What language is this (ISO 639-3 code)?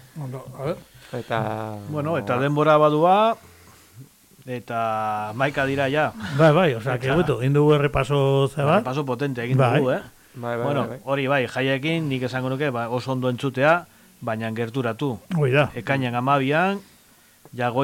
eus